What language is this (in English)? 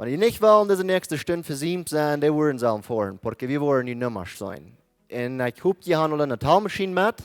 Plautdietsch